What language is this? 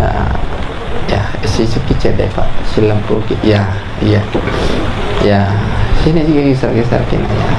Buginese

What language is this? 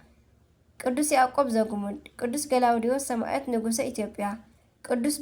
Tigrinya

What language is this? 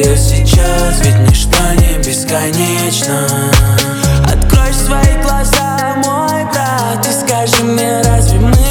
Russian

